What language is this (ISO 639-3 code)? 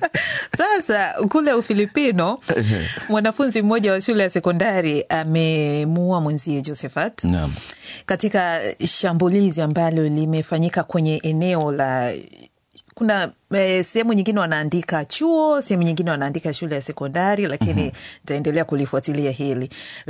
swa